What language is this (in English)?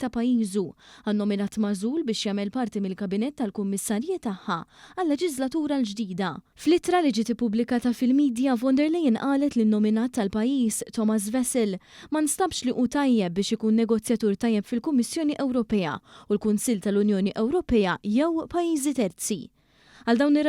Maltese